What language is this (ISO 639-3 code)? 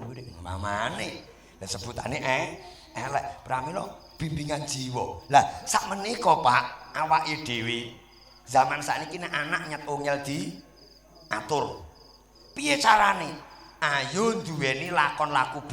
jav